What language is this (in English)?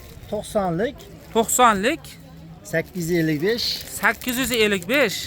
Uzbek